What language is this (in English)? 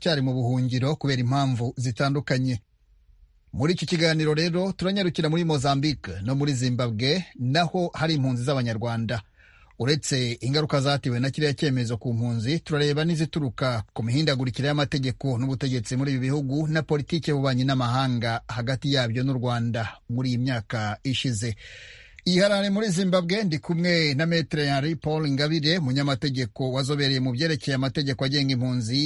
Kinyarwanda